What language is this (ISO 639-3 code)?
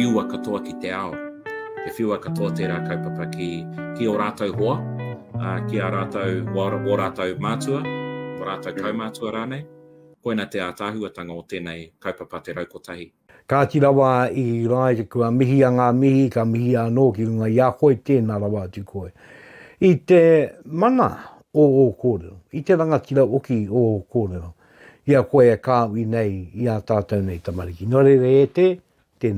mri